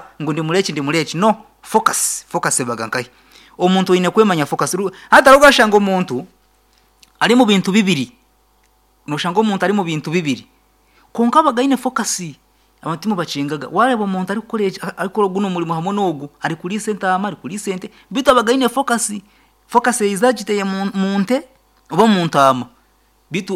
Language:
Nyankole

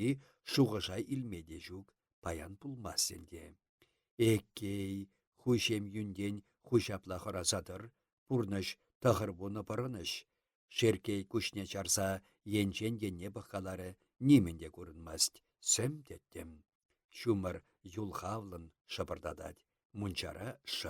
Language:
Chuvash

